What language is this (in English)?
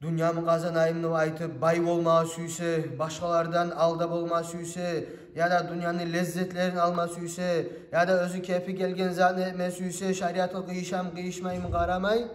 Kumyk